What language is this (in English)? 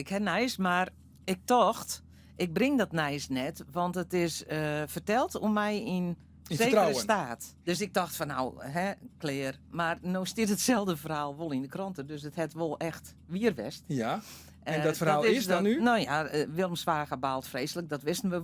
Western Frisian